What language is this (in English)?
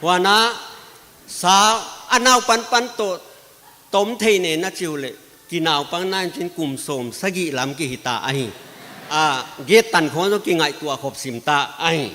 Paite Chin